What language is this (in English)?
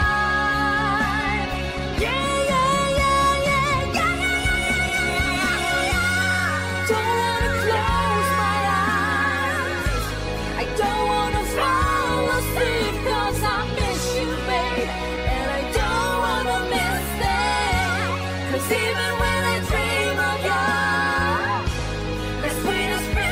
English